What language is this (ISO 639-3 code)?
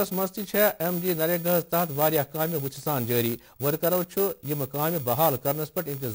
kas